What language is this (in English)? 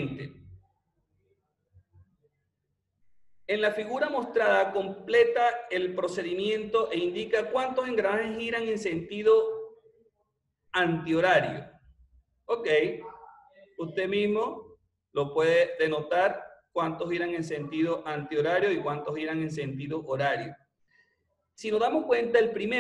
Spanish